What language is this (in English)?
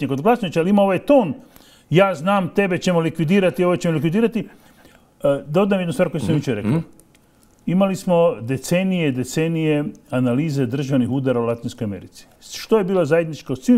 Croatian